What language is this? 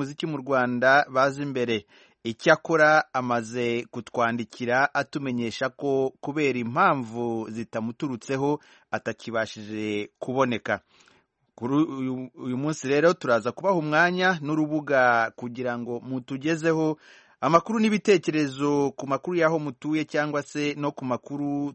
Kinyarwanda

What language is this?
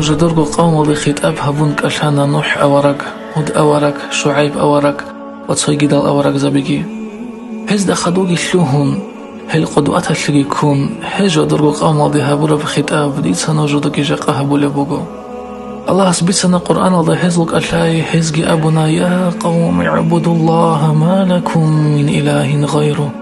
Avaric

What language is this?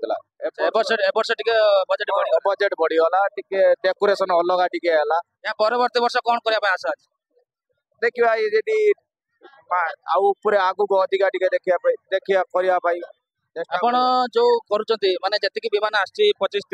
Odia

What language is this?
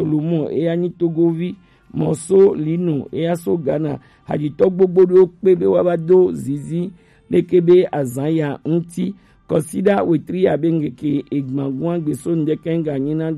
Gen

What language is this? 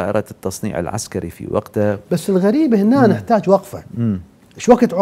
Mesopotamian Arabic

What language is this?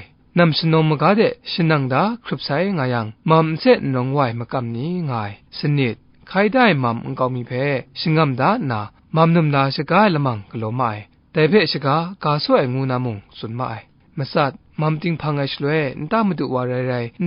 Kachin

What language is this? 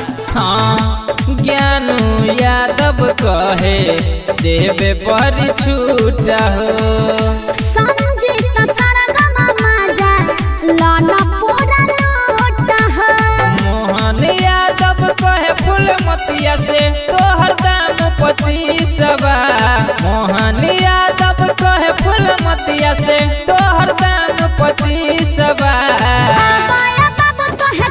Bhojpuri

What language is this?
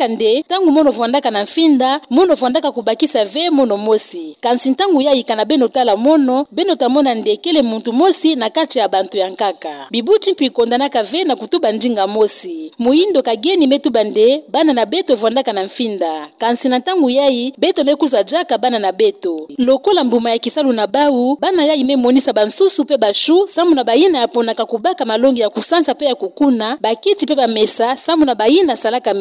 Kituba (Democratic Republic of Congo)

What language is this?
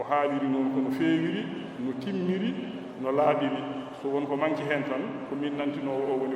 Fula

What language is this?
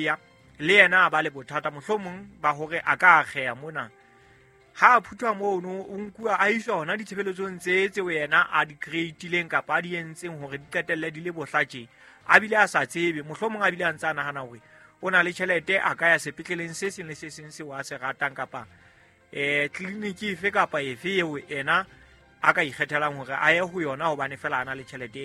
Southern Sotho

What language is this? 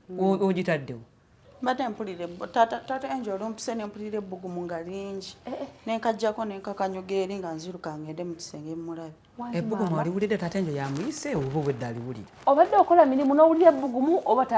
Ganda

